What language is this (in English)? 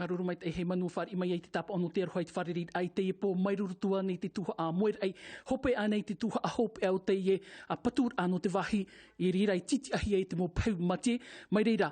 Tahitian